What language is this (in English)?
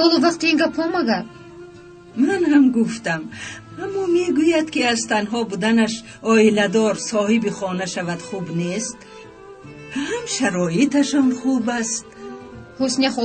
Tajik